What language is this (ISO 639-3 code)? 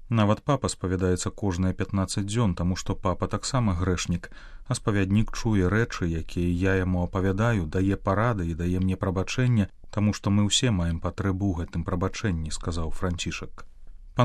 bel